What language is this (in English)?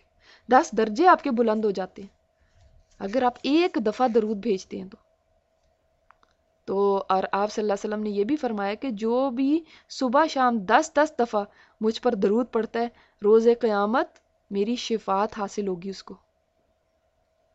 Urdu